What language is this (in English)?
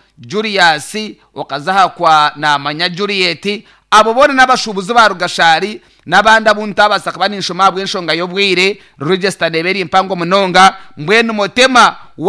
Nyankole